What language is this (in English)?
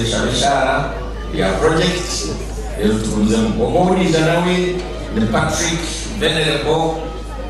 Nyankole